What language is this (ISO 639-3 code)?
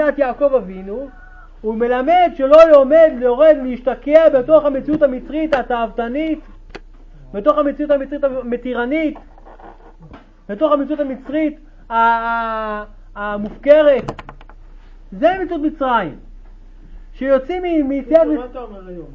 heb